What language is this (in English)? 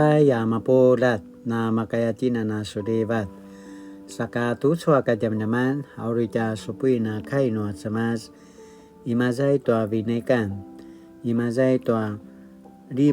Paiwan